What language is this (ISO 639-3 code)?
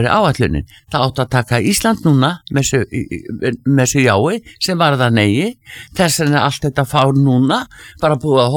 isl